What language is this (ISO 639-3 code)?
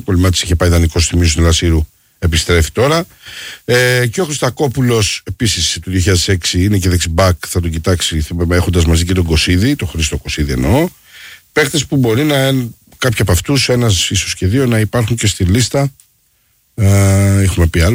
ell